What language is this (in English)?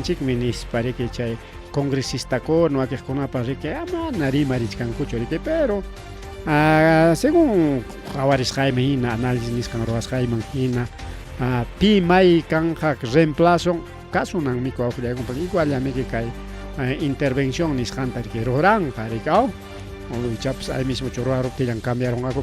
Ayacucho Quechua